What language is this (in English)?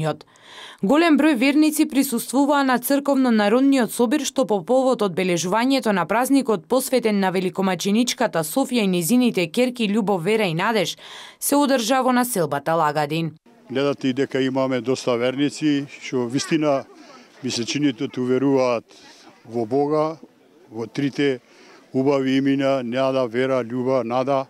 Macedonian